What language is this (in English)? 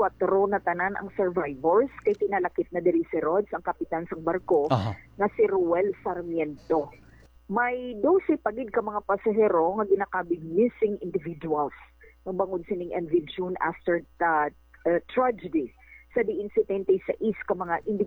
Hiligaynon